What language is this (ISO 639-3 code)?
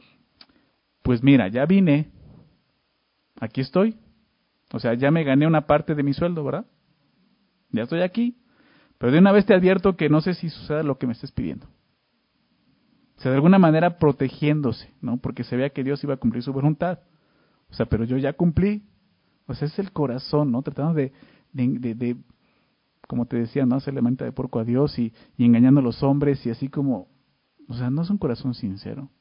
spa